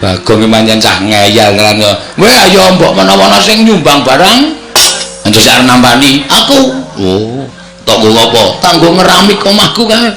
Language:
Javanese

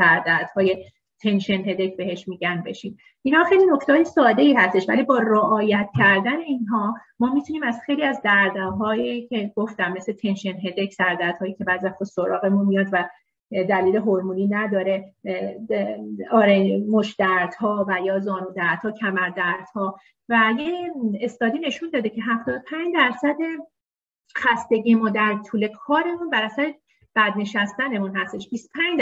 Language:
Persian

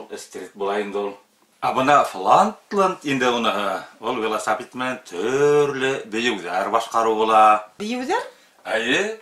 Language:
Bashkir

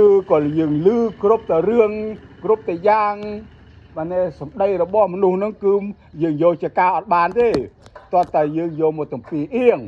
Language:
Khmer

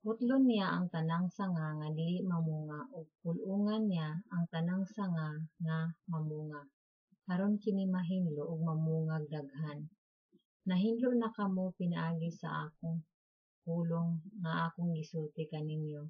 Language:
Cebuano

